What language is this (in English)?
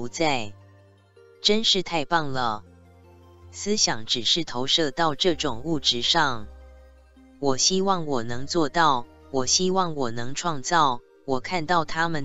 Chinese